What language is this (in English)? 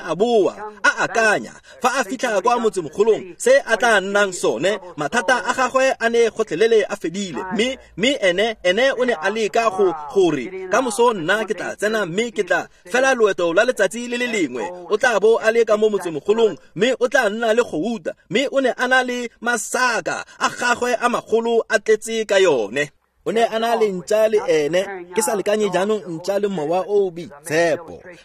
Tswana